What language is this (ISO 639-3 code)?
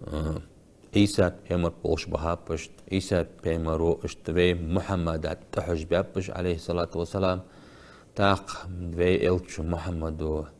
inh